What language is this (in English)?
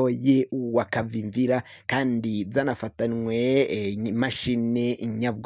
Rundi